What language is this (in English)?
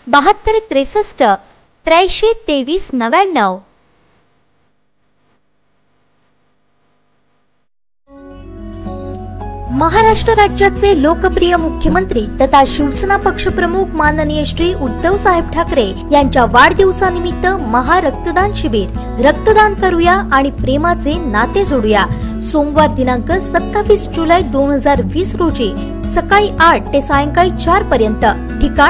Marathi